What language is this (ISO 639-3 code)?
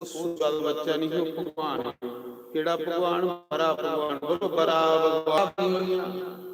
doi